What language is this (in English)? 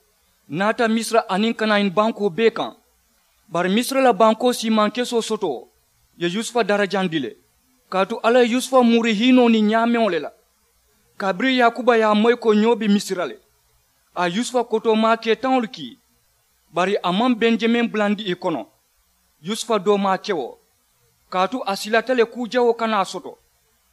Mandingo